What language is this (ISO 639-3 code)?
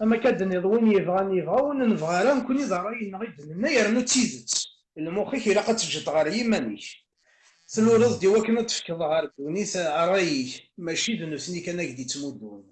kab